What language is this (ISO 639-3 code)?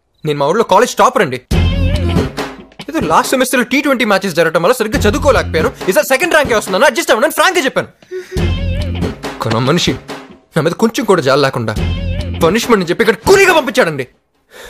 tel